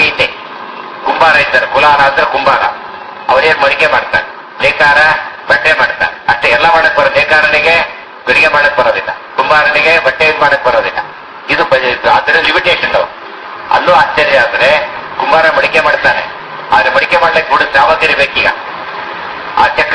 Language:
Kannada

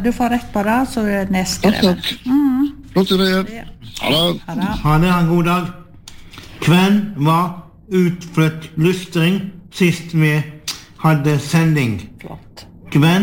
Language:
Norwegian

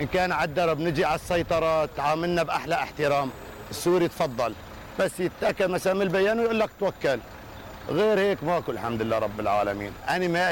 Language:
Mesopotamian Arabic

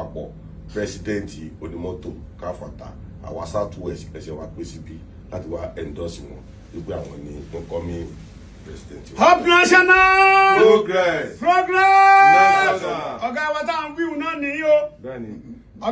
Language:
Yoruba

